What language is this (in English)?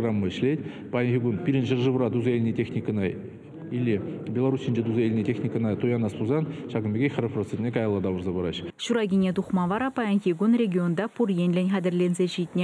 Chuvash